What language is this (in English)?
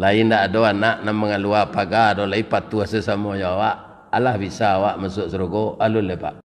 Minangkabau